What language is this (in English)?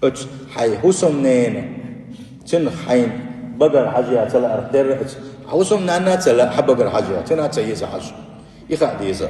Chechen